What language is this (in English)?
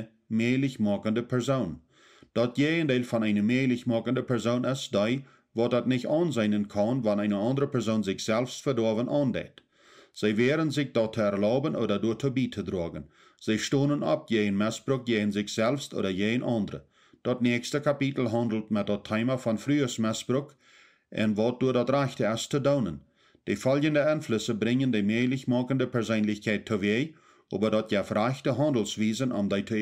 Plautdietsch